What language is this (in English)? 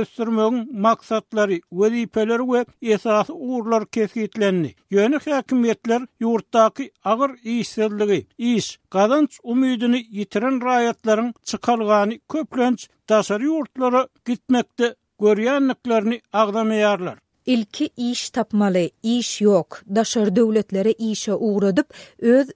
Turkmen